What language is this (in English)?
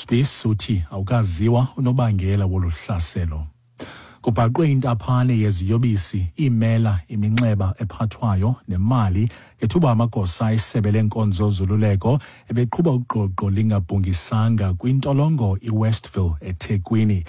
Xhosa